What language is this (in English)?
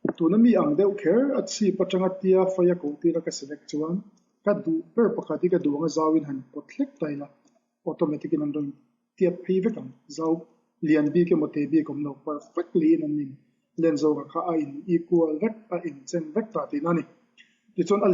Mizo